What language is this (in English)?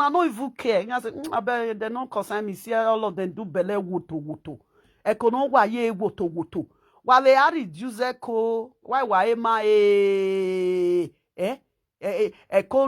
Nigerian Pidgin